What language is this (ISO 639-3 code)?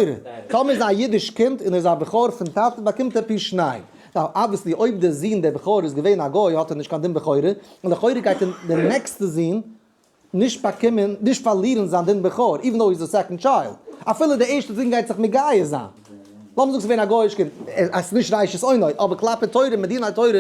yid